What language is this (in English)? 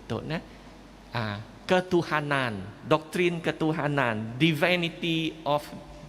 Iban